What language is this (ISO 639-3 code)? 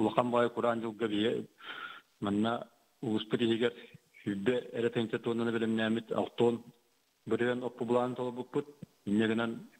sah